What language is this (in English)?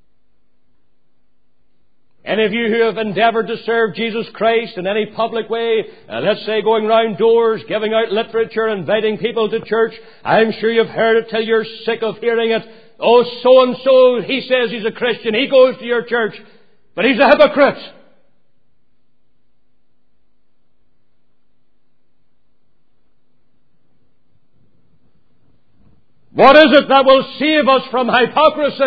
English